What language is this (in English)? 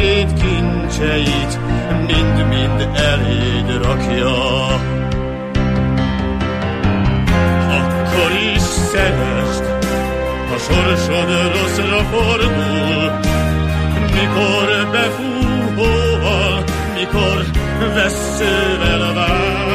Hungarian